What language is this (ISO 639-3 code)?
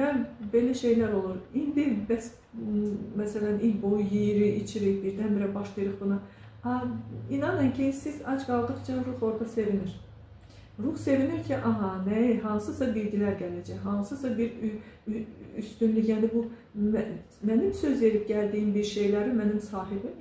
aze